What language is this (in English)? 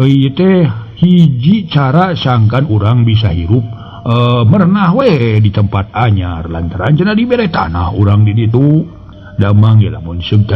Sundanese